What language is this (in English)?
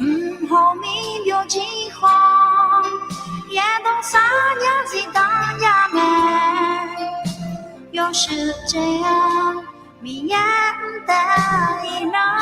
Akha